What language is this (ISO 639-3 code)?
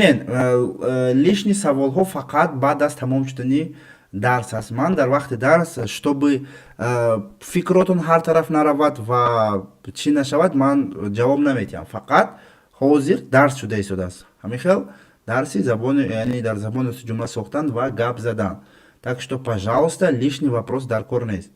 tgk